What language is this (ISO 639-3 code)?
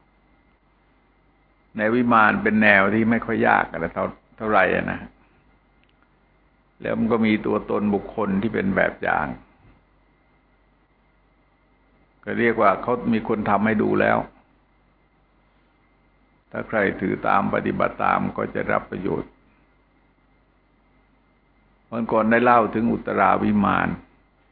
tha